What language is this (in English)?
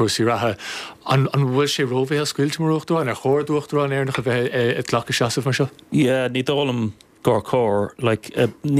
Irish